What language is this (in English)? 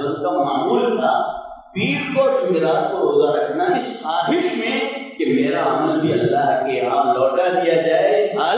Urdu